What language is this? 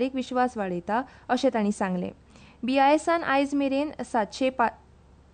Konkani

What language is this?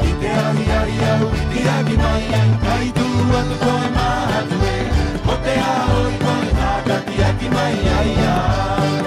Rapanui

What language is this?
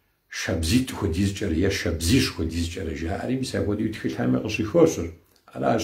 Kabardian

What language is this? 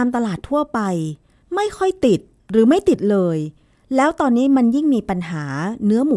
Thai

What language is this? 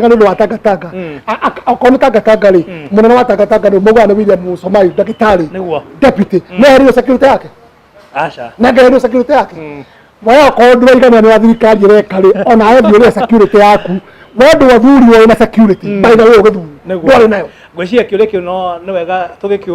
Kikuyu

